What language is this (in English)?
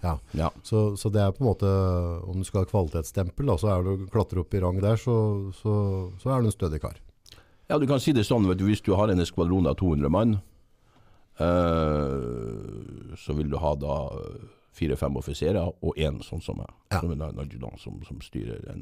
Norwegian